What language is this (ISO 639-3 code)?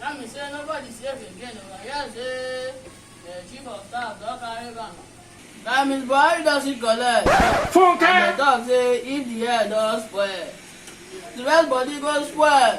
pcm